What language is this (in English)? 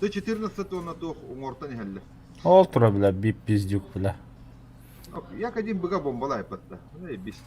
Yakut